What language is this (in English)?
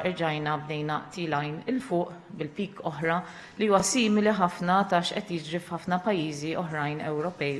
Maltese